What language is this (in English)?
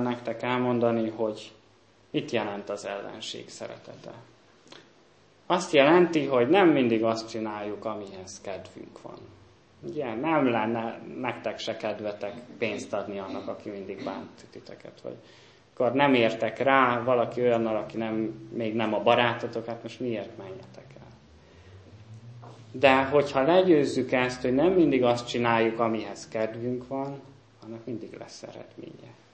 Hungarian